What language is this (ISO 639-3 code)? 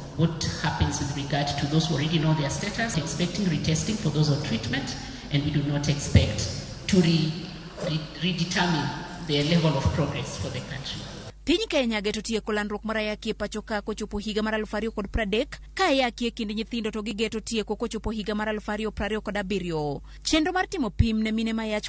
luo